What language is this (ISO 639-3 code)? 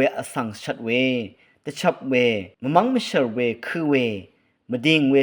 raw